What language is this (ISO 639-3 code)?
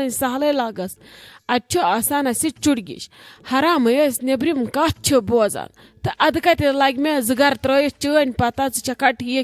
kas